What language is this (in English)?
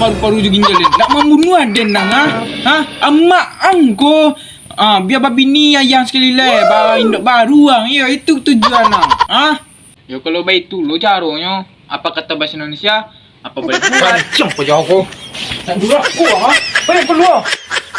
Minangkabau